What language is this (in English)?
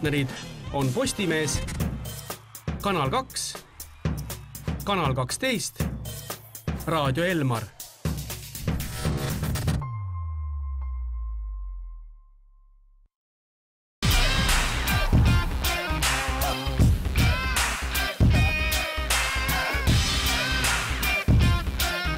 Estonian